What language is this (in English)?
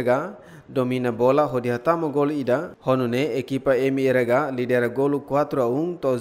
Tetum